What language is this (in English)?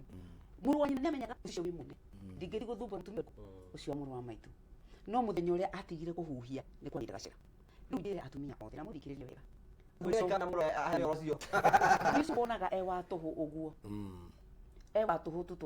Kikuyu